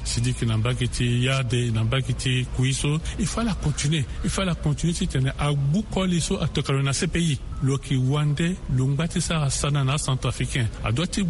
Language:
Sango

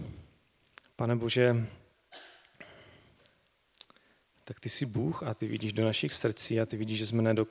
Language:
Czech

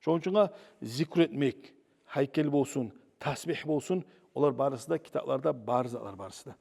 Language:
Kumyk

